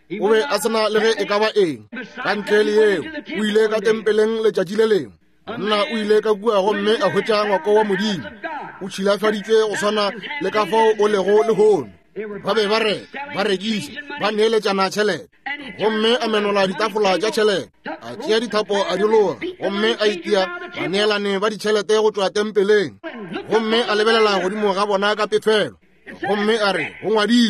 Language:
Northern Sotho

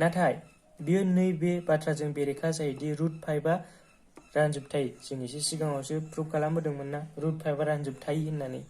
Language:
Bodo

